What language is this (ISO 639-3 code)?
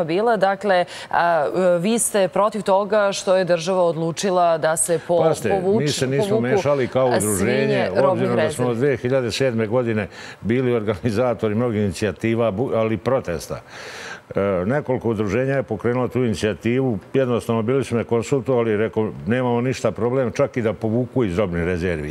srp